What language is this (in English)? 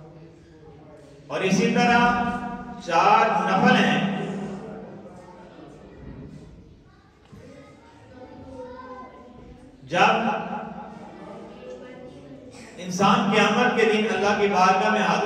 Urdu